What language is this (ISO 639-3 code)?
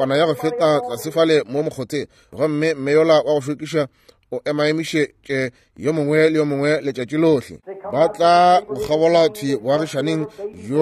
nso